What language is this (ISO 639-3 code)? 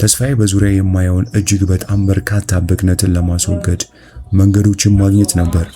amh